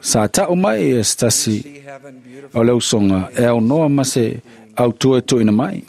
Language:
Samoan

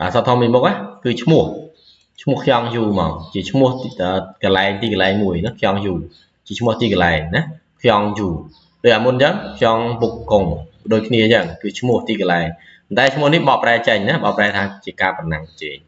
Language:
Khmer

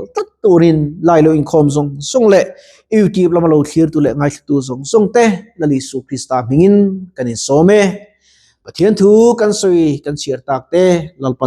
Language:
Mizo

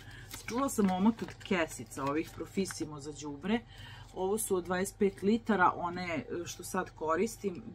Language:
Serbian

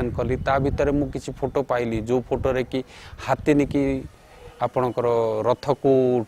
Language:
Odia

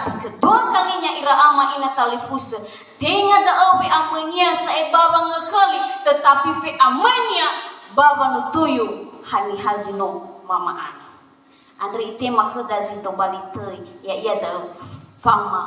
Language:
Nias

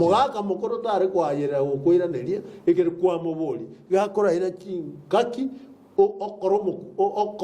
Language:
Gusii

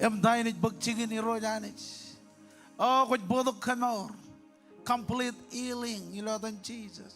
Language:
Marshallese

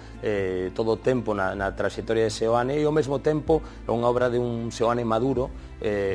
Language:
Galician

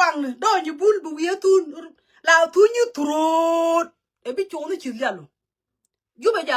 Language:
Nuer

